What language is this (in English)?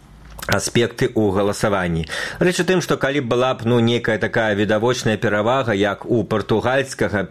Belarusian